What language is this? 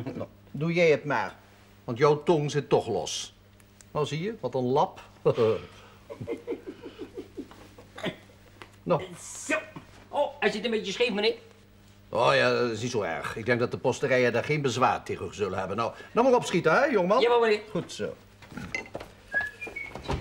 Dutch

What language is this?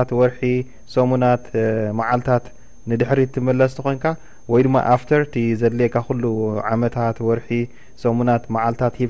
Tigrinya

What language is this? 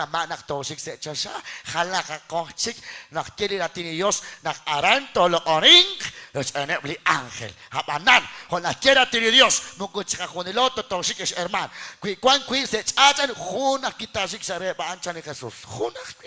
Kekchí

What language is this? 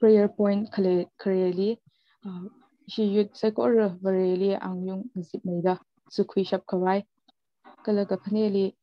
Tangkhul Naga (India)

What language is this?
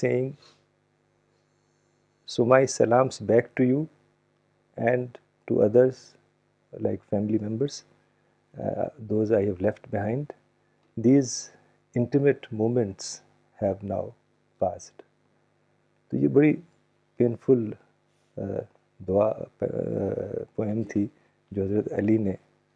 Urdu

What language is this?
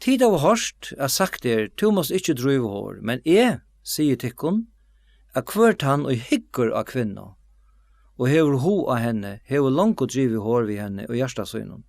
Faroese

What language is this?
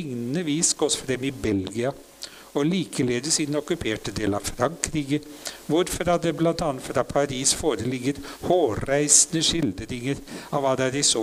Norwegian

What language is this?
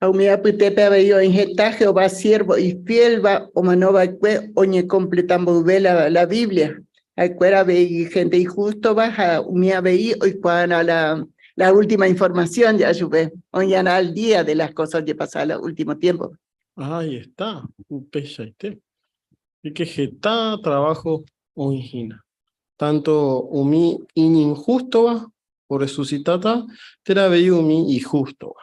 Guarani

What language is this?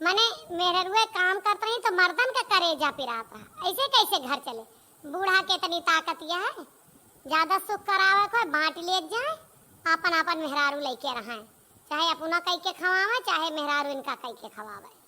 Awadhi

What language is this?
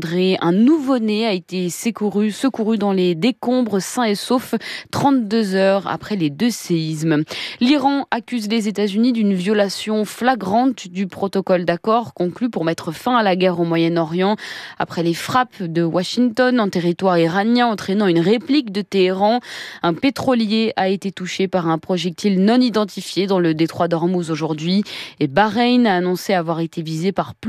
French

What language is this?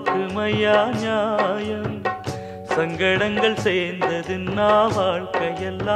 Tamil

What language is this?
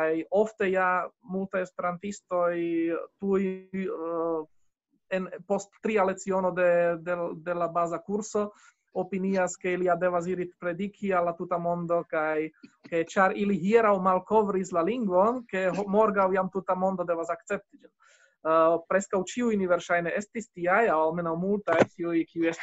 Esperanto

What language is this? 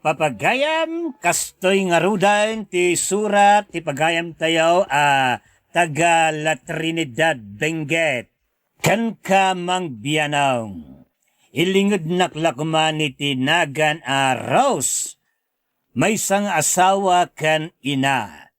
Iloko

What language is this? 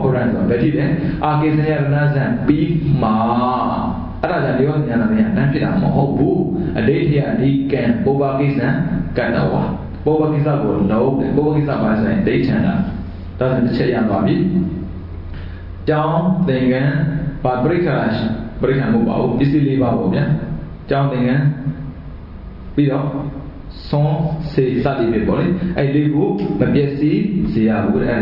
Burmese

